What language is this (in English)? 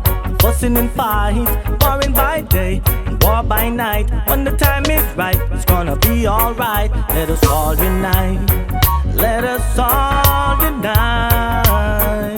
Jamaican Creole English